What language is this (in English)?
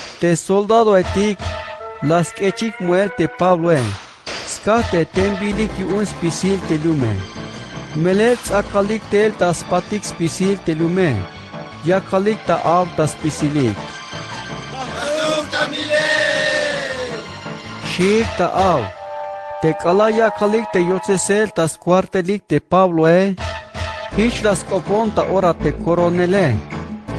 Tzeltal